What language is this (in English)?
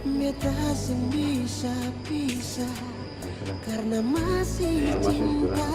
Ambonese Malay